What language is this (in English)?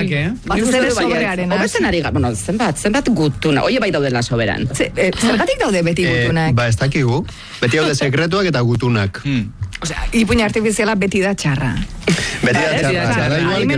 Basque